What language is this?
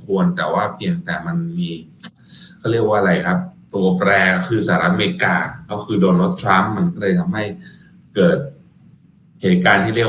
Thai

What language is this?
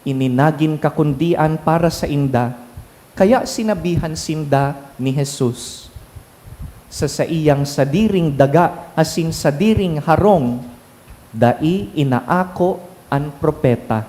Bikol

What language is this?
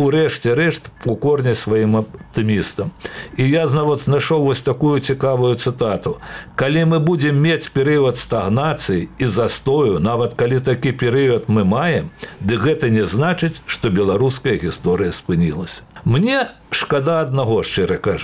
Belarusian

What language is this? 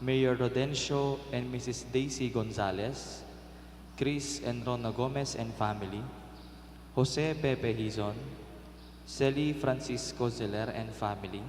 Pampanga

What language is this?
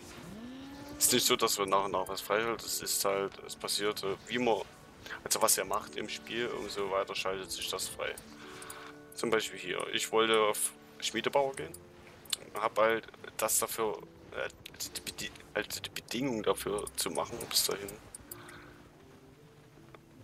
German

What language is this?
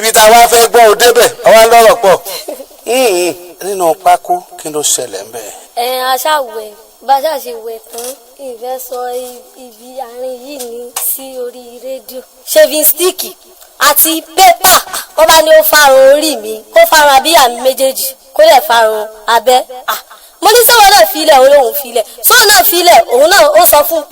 Yoruba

